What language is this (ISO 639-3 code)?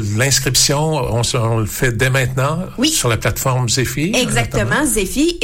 fra